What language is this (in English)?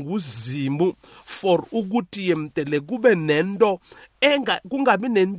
South Ndebele